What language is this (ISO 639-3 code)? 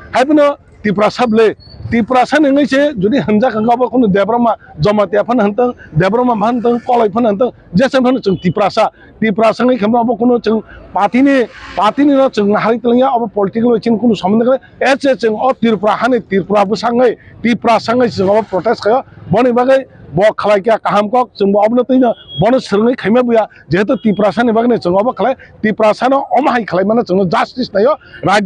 trp